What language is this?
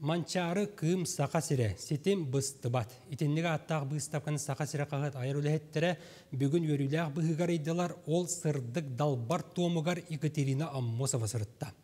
Yakut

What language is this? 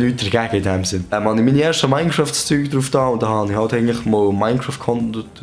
Swiss German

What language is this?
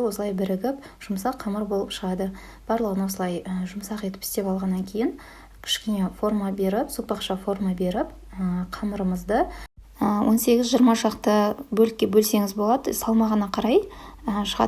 Kazakh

